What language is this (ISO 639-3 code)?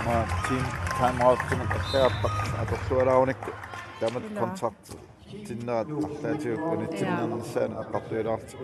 kal